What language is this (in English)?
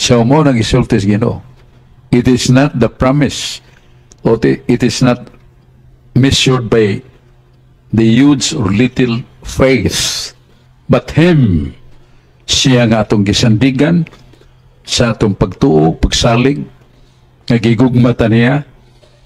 Cebuano